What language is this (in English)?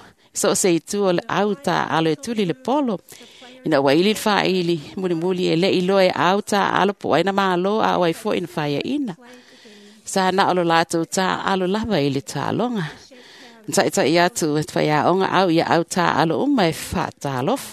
Samoan